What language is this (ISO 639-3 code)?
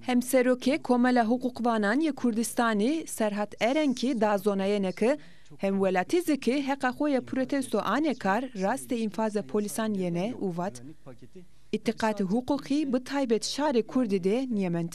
zza